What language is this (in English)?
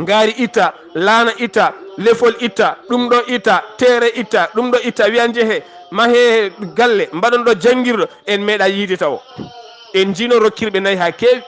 Fula